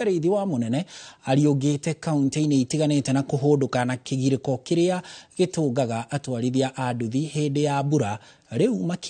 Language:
Kikuyu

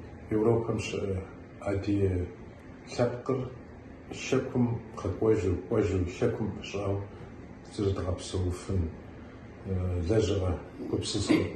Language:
Kabardian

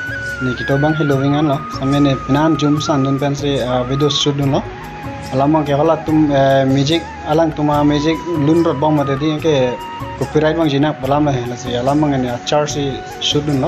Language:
Karbi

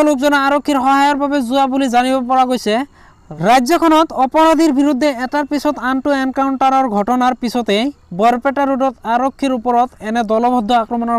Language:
Assamese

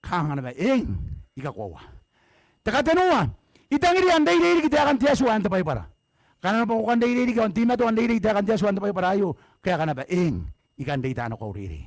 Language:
Gilbertese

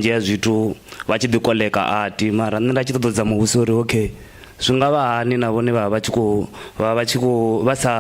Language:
Venda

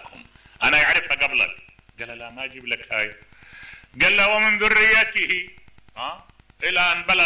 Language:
Mesopotamian Arabic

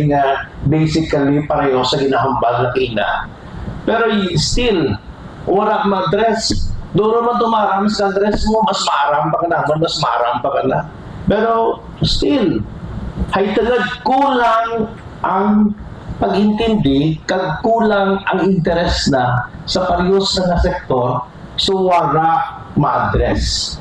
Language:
Hiligaynon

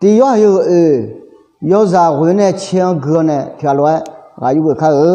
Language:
Akha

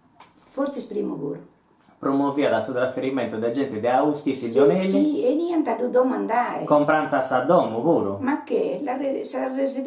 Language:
Sardinian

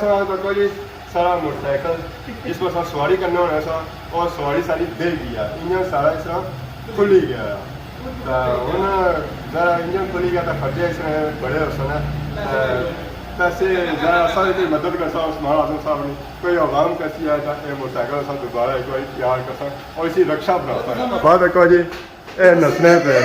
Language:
Pahari-Potwari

